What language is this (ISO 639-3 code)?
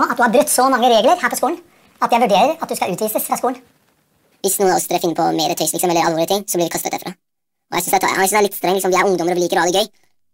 nor